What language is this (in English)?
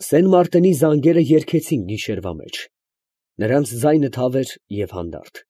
Armenian